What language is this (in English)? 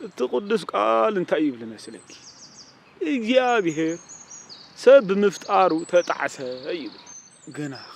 Tigrinya